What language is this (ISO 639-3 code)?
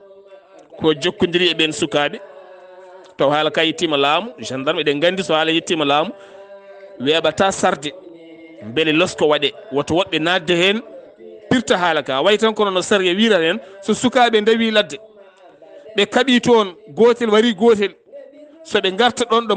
ful